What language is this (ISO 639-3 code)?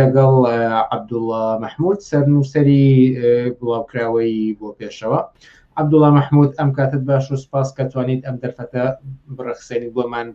ckb